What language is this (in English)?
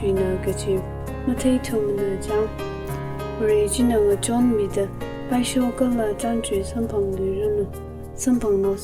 Tangkhul Naga (India)